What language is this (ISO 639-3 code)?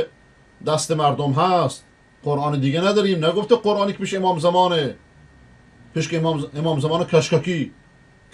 fas